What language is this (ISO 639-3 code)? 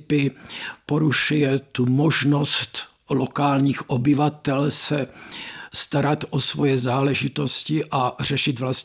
ces